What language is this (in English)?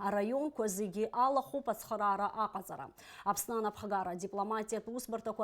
Abkhazian